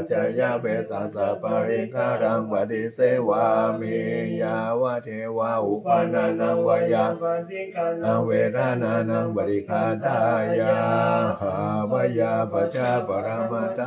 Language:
Pali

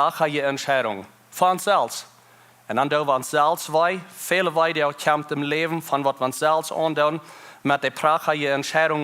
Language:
Plautdietsch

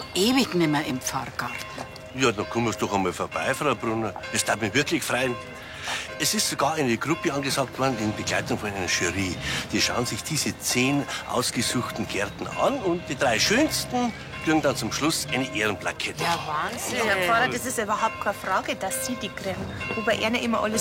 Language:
Bavarian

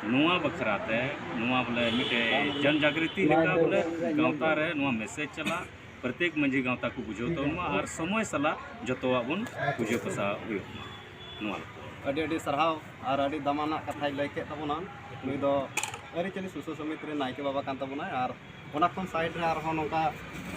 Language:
Santali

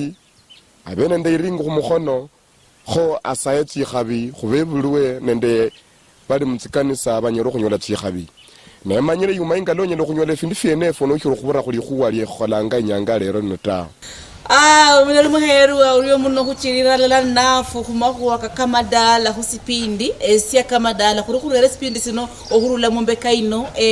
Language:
Luyia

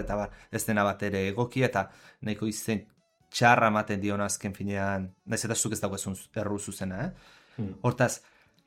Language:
Basque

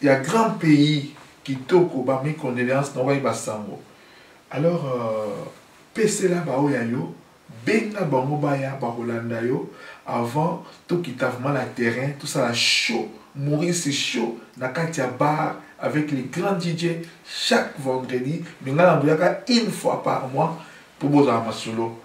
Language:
Lingala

